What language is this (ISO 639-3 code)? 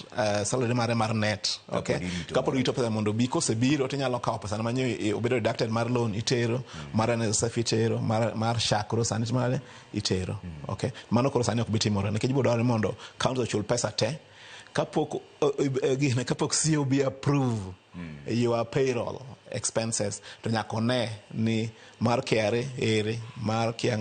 luo